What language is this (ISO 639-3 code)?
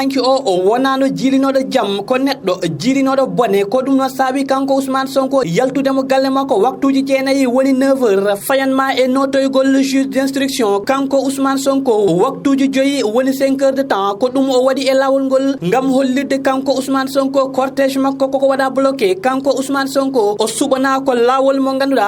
ful